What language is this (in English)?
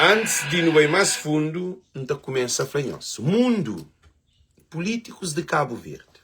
Kabuverdianu